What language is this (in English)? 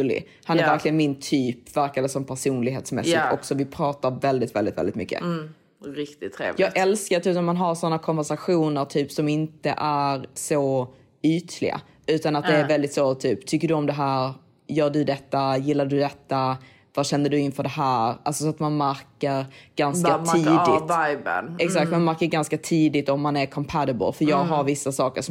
Swedish